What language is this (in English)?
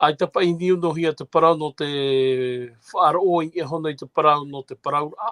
Tahitian